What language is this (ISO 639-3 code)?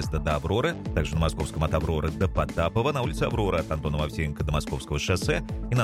rus